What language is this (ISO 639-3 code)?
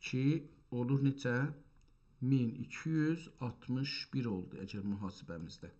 azb